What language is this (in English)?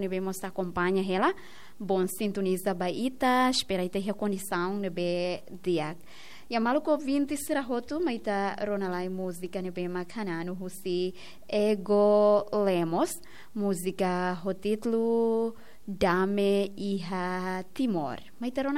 Tetum